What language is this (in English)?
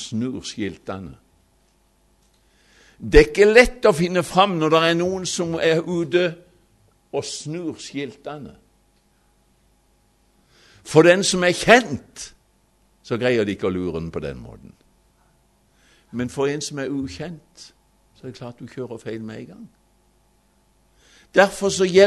Norwegian